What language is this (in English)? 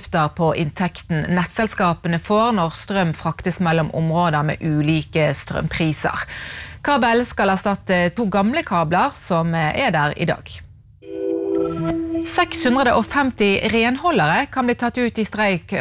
Norwegian